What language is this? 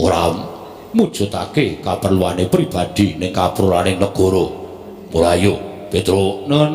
Javanese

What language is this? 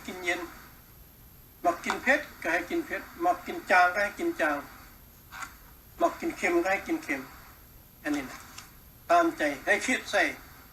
Lao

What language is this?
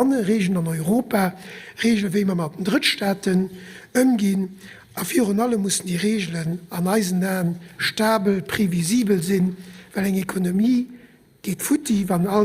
Luxembourgish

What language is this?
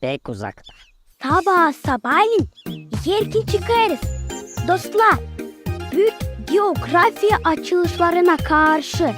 Gagauz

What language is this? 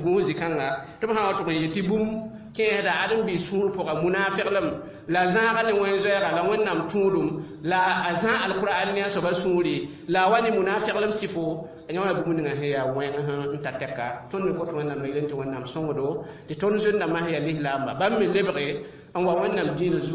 Mossi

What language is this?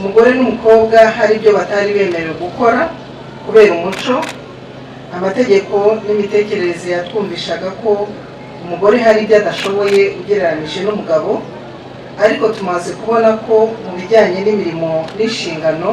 Kinyarwanda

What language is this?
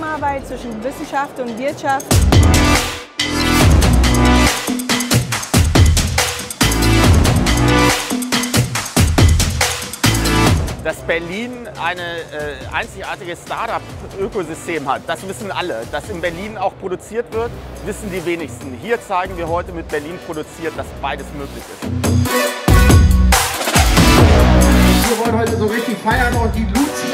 German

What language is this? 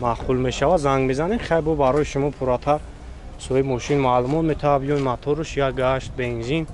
Tajik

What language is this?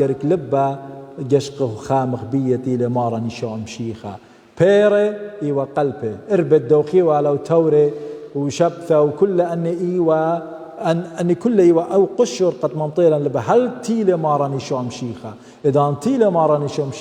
Assyrian Neo-Aramaic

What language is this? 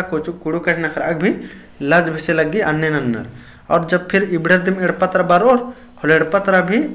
Kurukh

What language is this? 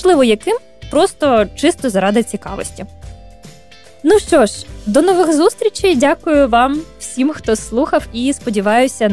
Ukrainian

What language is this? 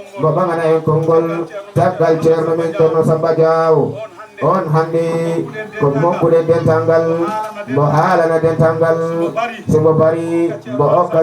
Fula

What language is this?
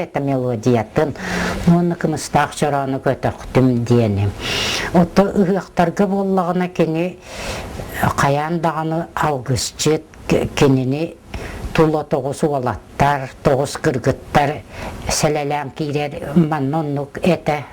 Yakut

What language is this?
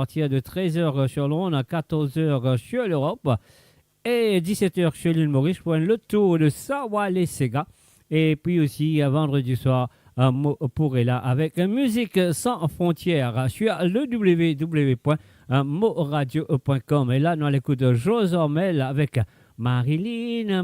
Morisyen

